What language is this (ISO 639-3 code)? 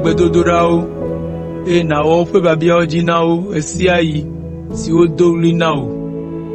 ewe